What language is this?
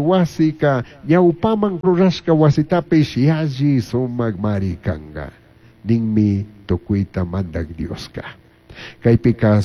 Chimborazo Highland Quichua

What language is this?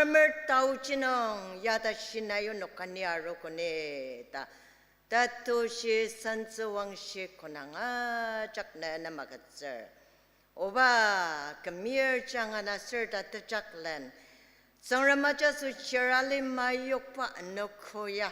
Ao Naga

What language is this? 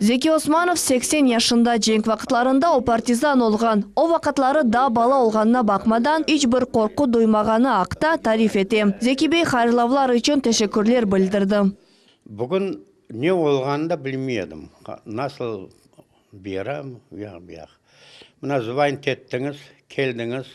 Crimean Tatar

